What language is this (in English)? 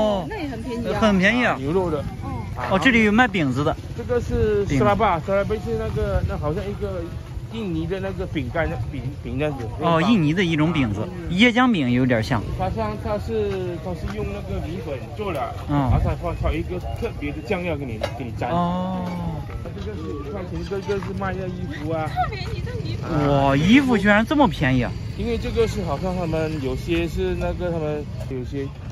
Chinese